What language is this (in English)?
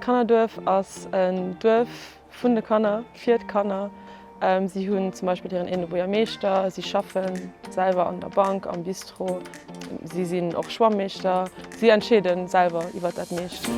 Luxembourgish